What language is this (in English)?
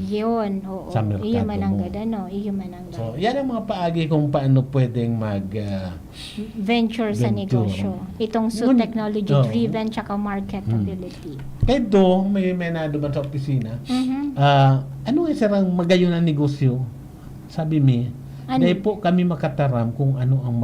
Bikol